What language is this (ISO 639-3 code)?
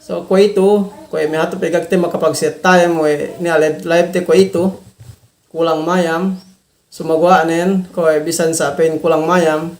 yka